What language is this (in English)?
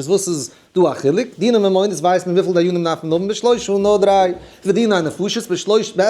Yiddish